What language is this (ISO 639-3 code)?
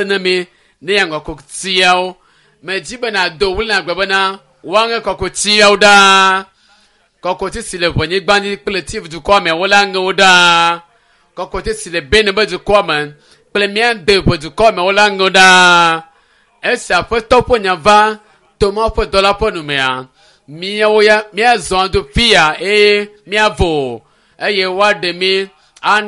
ewe